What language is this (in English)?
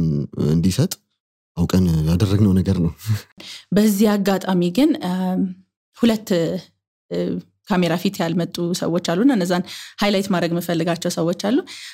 Amharic